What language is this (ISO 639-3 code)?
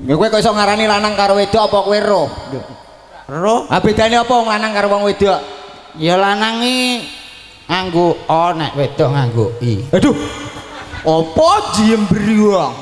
jav